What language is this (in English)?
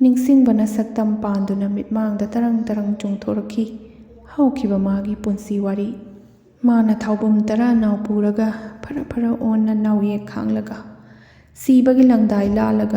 Manipuri